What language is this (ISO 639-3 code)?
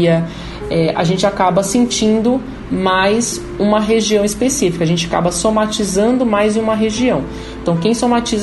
por